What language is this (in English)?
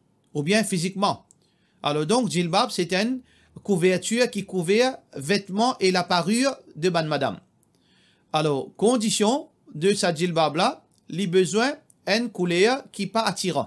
Morisyen